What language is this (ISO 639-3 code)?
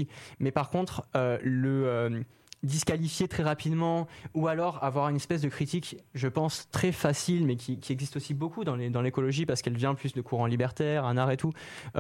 fra